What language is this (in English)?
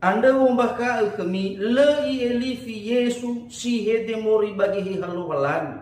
Nias